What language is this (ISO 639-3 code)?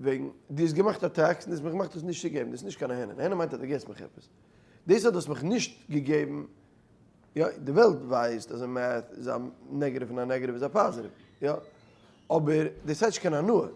yid